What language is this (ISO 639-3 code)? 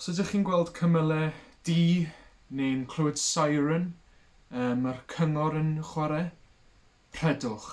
cym